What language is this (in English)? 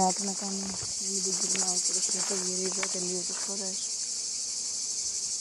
Greek